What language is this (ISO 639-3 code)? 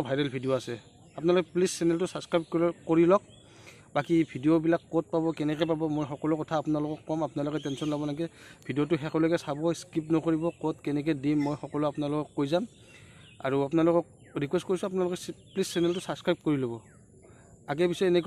asm